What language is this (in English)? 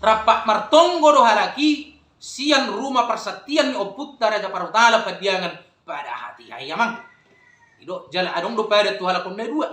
Batak Toba